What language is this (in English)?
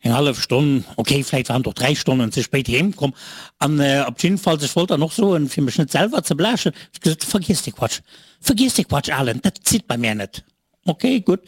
Luxembourgish